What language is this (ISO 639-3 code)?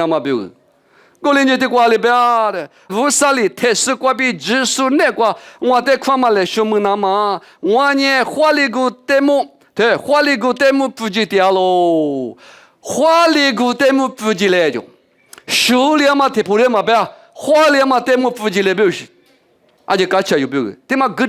lis